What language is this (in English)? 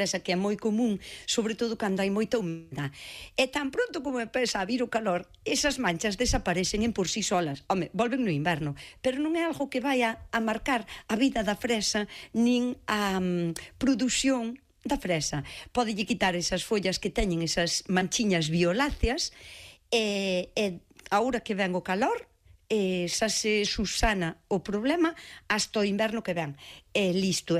Galician